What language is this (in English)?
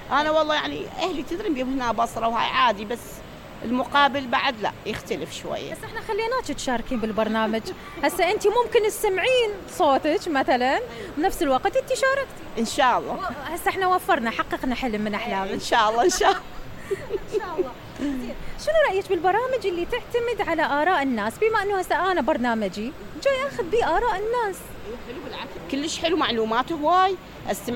Mesopotamian Arabic